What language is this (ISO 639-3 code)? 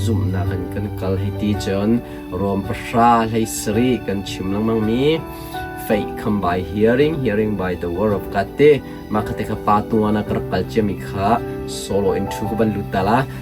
cnh